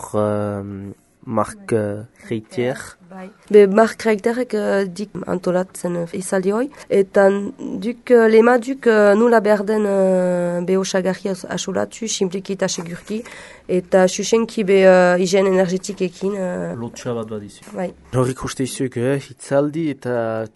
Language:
Basque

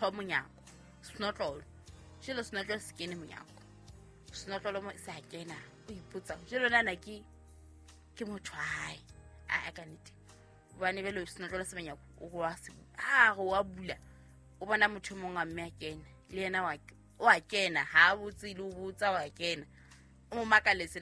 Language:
Southern Sotho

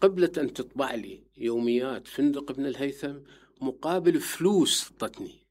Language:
Mesopotamian Arabic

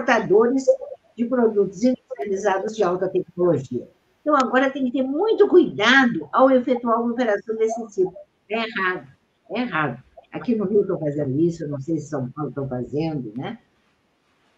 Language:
Portuguese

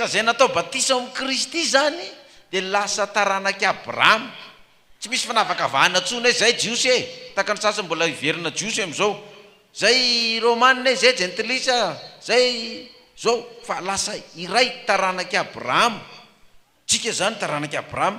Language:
Malagasy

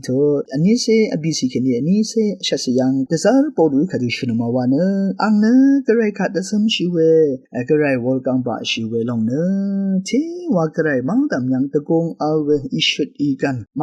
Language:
Rawang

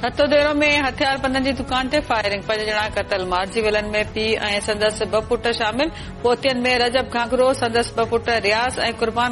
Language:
Sindhi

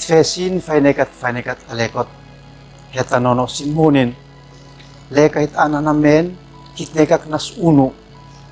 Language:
Uab Meto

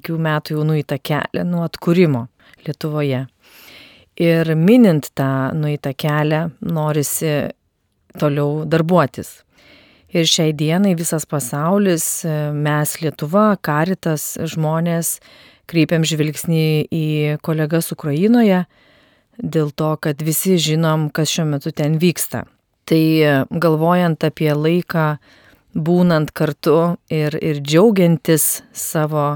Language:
Lithuanian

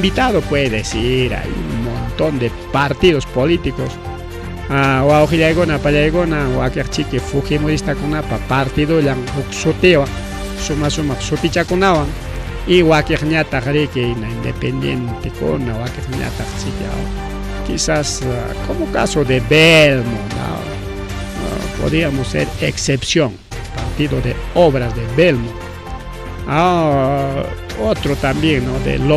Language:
Ayacucho Quechua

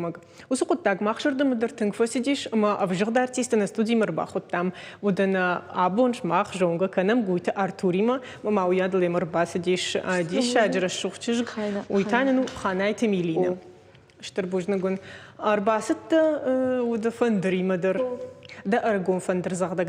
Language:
Ossetic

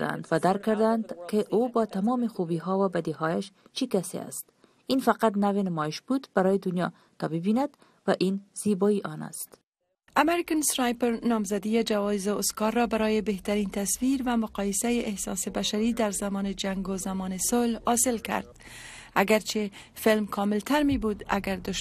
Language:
Persian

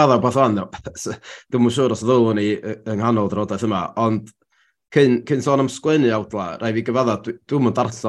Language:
Welsh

